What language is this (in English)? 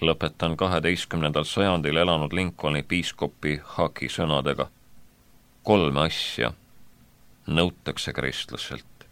Estonian